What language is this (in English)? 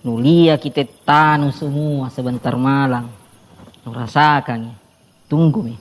Makassar Malay